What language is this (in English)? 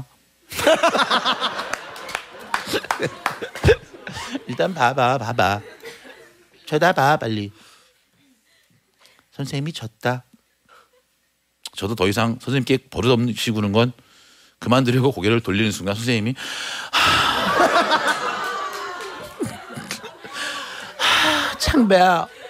Korean